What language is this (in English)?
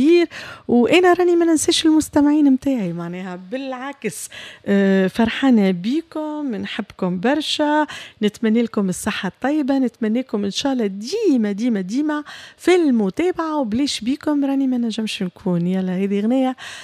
Tunisian Arabic